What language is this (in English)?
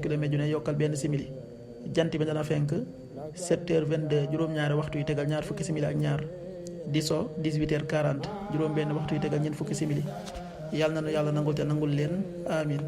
Wolof